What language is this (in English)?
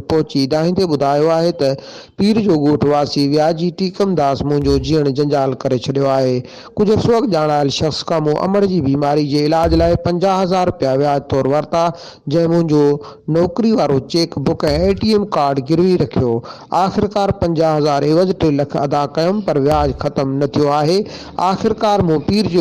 Sindhi